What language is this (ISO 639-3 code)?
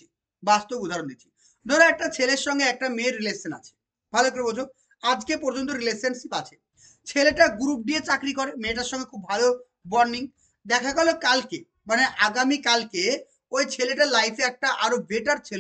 ben